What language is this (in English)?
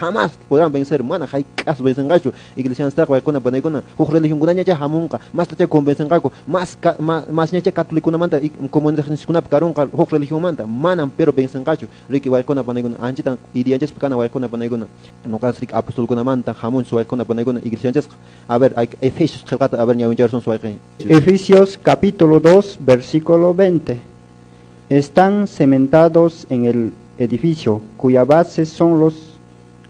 Quechua